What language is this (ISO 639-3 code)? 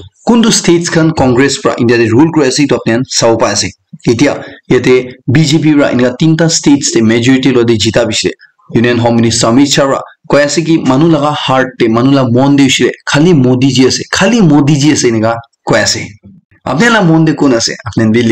nag